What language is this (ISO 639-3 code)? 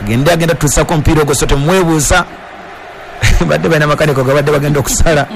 lug